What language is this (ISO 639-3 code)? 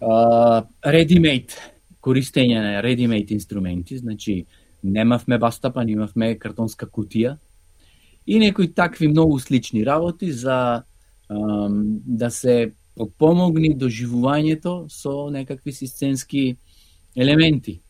mkd